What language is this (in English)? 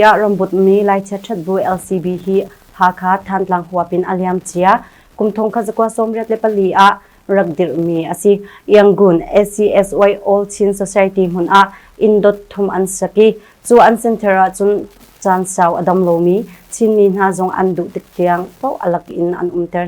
Hakha Chin